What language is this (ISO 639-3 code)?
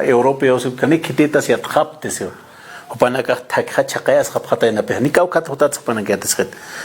aym